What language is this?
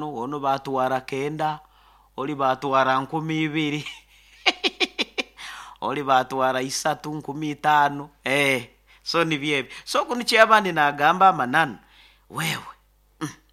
Nyoro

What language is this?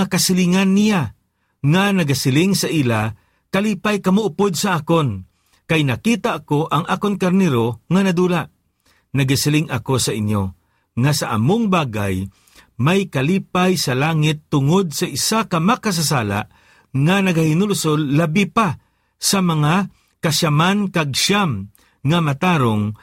Hiligaynon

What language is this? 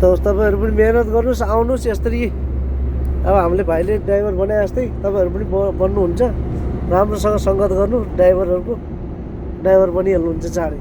Nepali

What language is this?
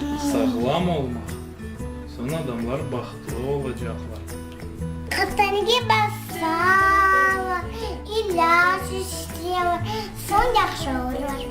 Crimean Tatar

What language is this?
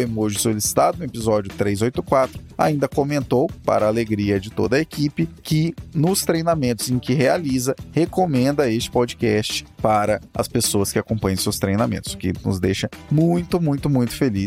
Portuguese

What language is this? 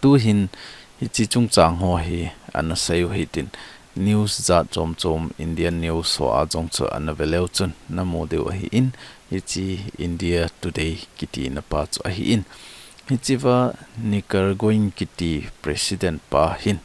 Thado Chin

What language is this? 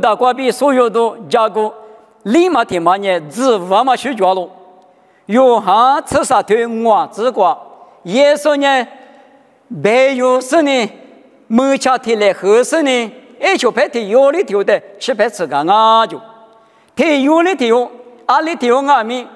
Lisu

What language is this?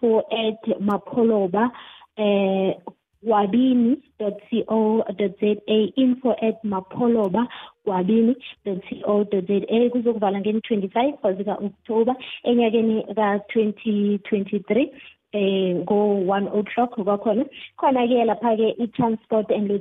South Ndebele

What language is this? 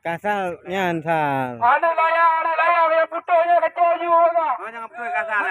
Achinese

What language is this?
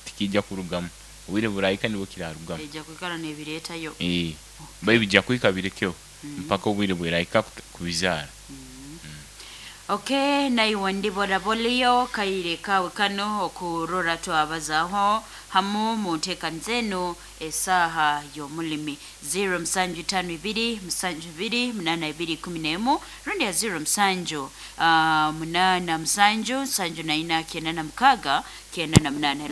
Nyoro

